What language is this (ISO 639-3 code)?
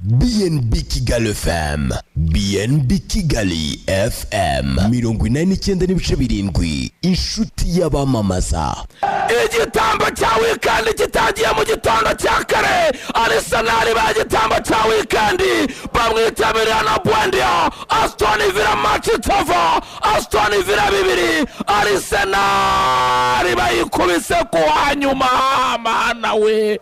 kin